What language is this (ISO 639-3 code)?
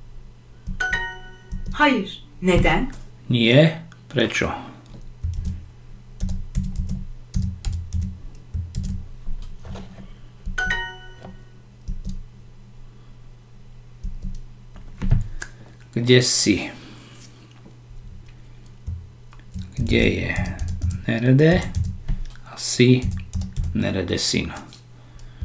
slk